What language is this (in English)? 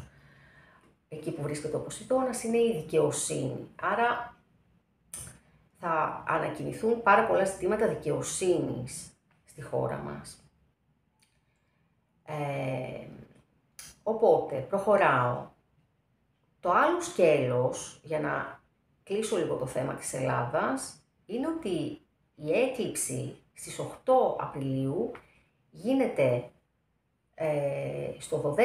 Greek